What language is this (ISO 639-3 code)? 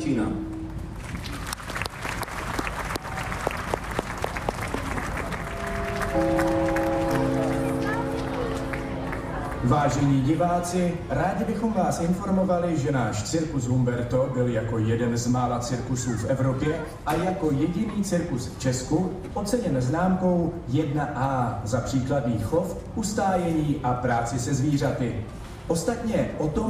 ces